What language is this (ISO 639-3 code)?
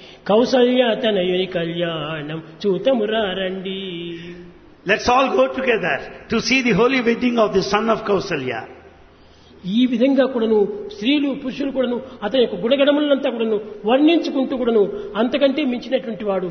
tel